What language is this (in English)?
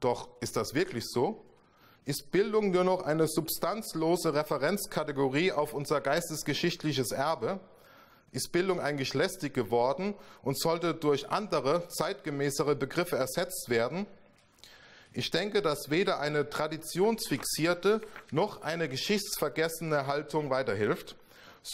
German